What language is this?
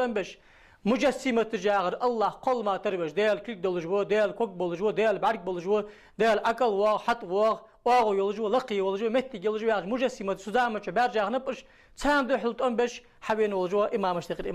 Ingush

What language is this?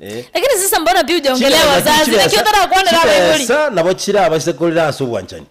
Gusii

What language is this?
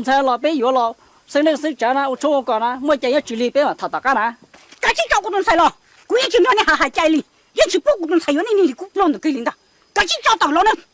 Hmong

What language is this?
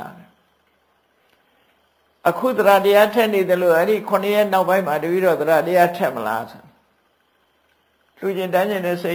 Burmese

